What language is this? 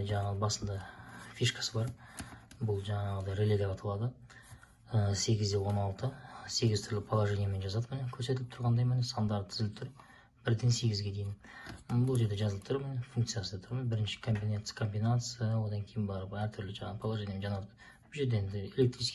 Kazakh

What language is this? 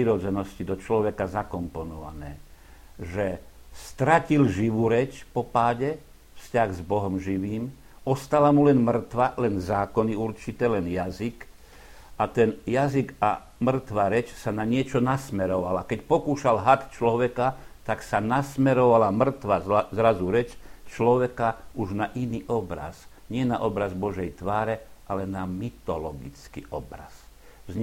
Slovak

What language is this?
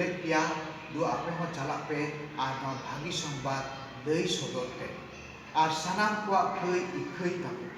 Santali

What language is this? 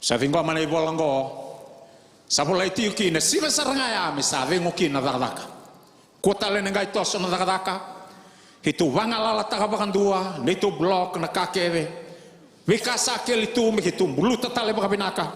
Fijian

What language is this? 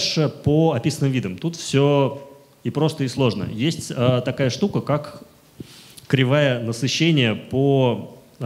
Russian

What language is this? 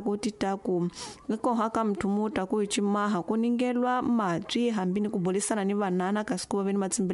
Tsonga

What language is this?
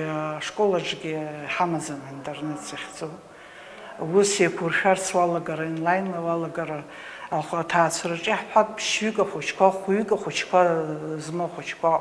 Abkhazian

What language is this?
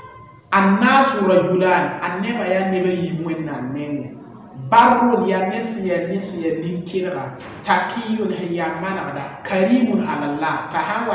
Mossi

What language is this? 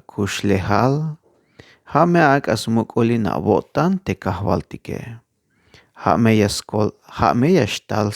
Tzeltal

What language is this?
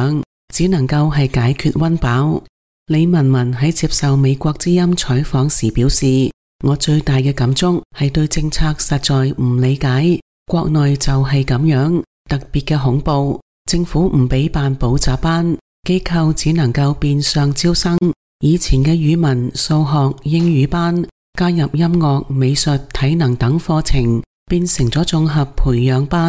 Cantonese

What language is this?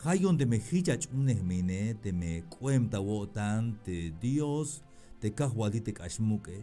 Tzeltal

